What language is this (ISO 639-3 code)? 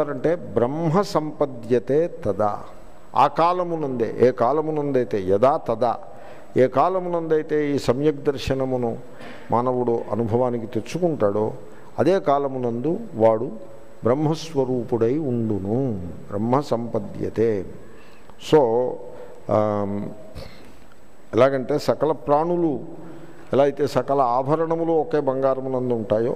tel